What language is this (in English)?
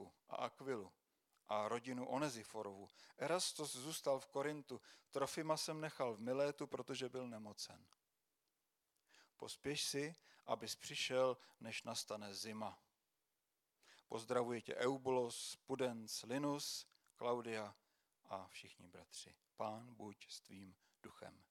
Czech